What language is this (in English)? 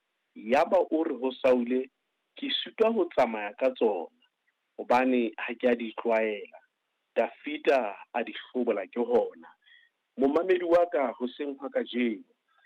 Southern Sotho